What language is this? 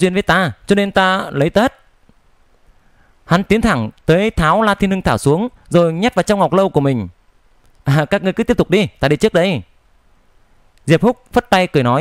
Vietnamese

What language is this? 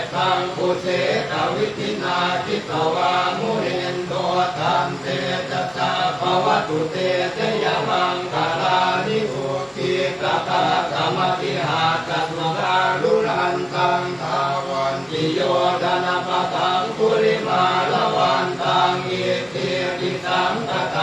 Pali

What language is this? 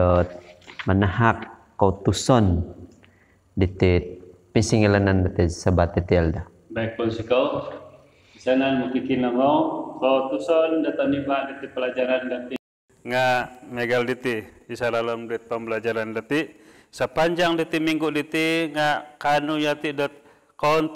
Central Dusun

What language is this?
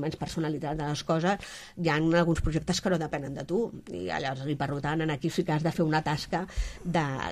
Catalan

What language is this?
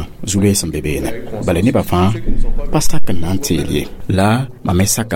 Mossi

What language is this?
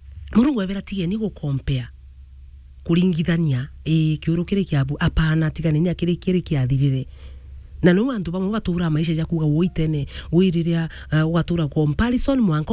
Meru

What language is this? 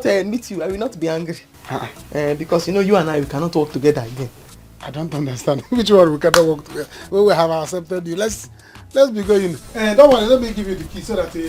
Nigerian Pidgin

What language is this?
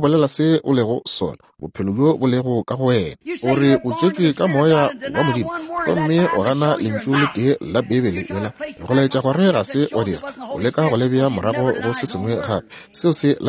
Northern Sotho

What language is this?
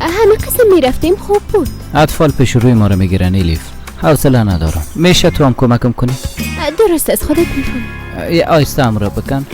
Persian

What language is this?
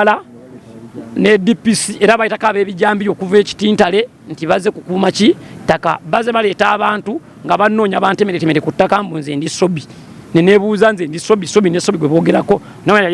Ganda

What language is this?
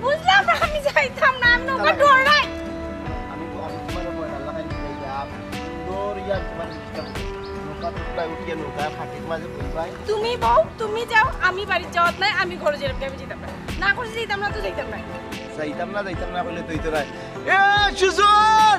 Sylheti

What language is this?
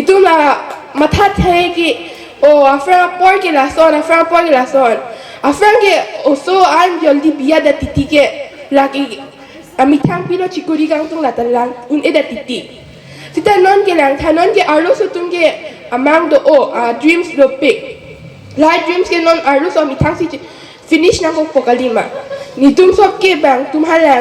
Karbi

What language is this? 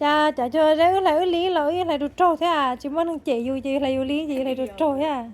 Hmong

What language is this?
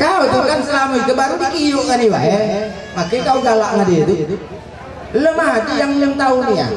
Musi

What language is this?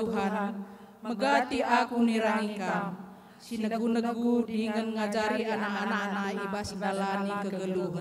Batak Karo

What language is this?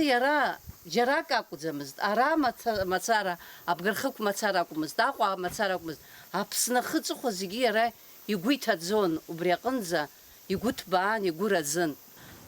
Abkhazian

